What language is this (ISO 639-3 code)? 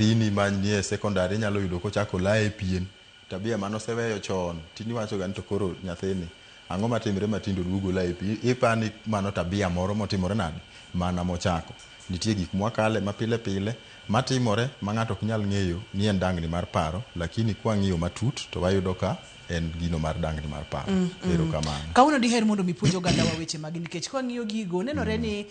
luo